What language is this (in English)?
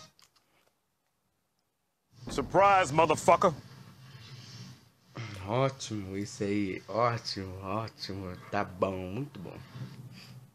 Portuguese